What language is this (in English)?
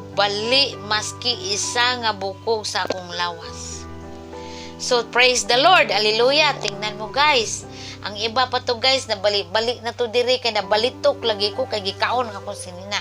Cebuano